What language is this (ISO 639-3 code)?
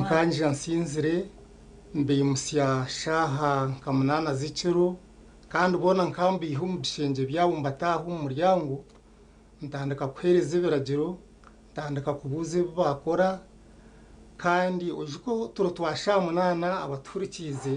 nyn